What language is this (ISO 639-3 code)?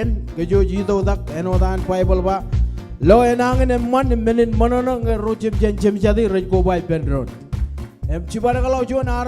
mah